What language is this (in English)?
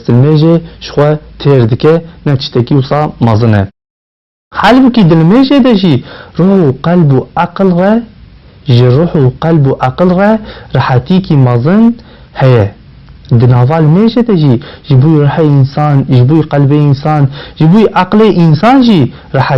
Kurdish